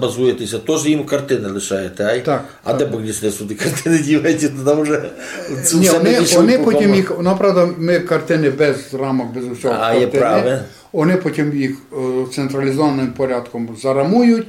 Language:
Rusyn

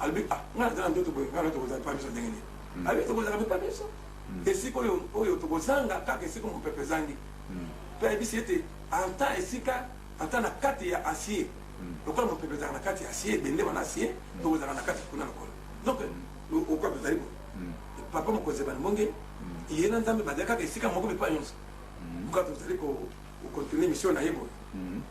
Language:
Lingala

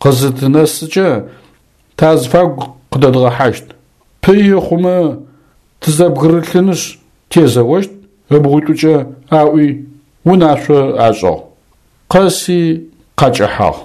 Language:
Adyghe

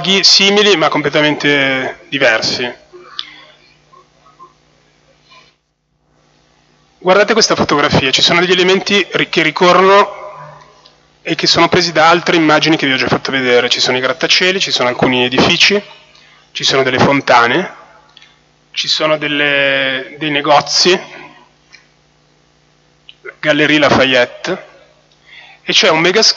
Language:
Italian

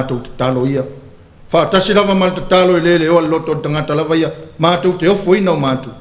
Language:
Samoan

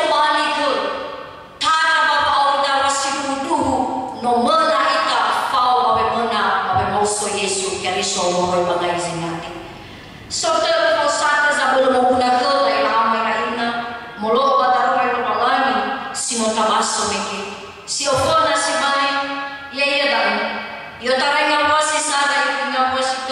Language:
Nias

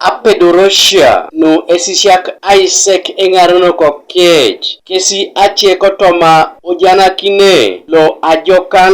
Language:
Teso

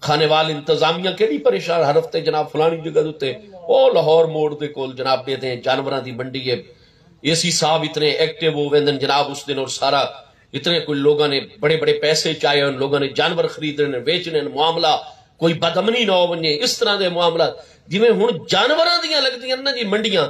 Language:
Saraiki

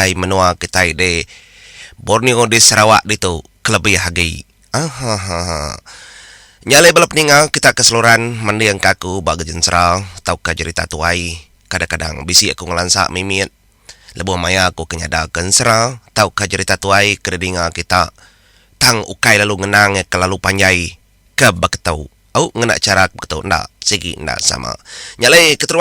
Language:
Iban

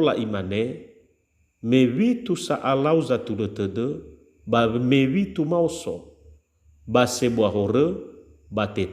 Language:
Nias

